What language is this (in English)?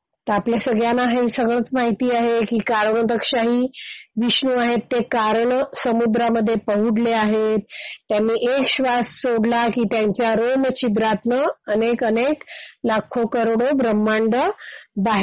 Marathi